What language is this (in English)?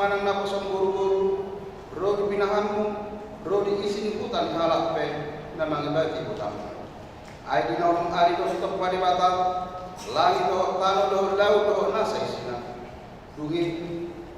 Batak Toba